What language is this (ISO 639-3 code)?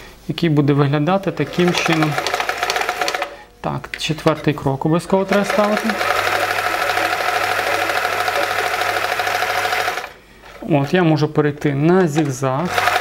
ukr